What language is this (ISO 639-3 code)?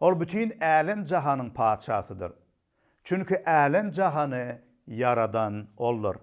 tuk